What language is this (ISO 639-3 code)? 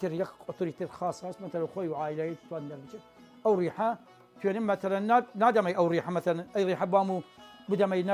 sdh